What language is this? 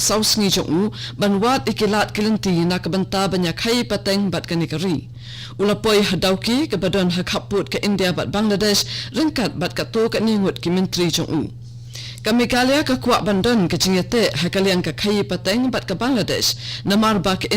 Khasi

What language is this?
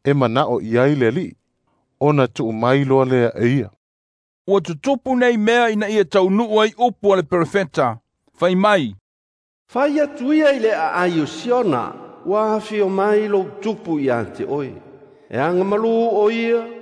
Samoan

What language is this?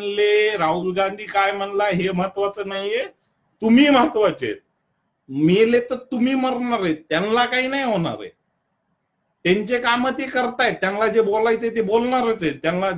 Marathi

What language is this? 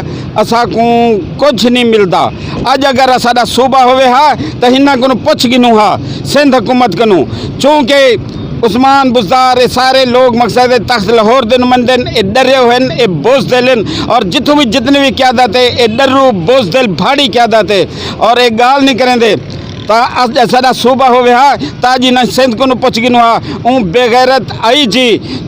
Saraiki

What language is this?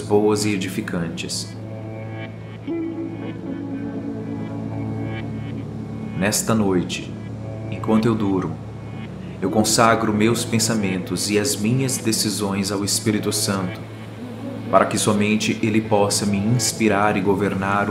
Portuguese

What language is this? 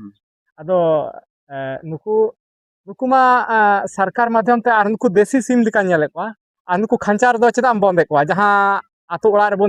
Santali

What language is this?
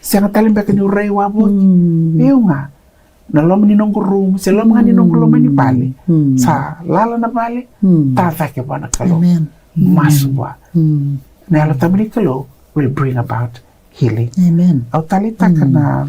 Fijian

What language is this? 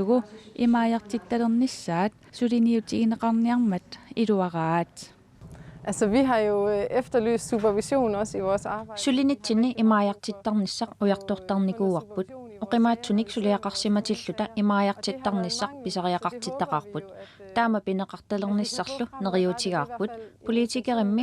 Kalaallisut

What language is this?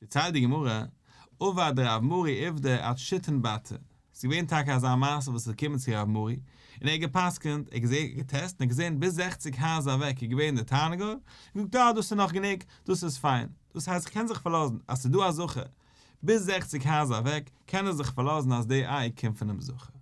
Yiddish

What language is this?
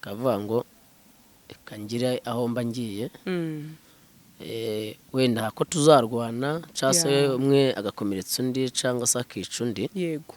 Kinyarwanda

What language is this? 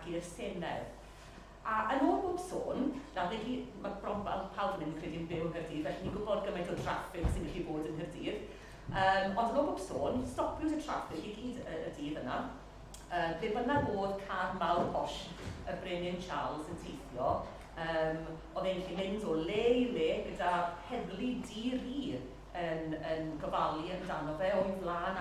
Welsh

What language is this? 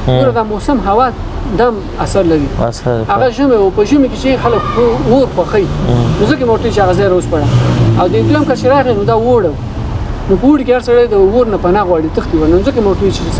Pashto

